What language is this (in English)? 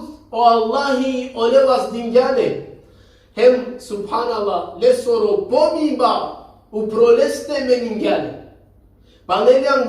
Balkan Romani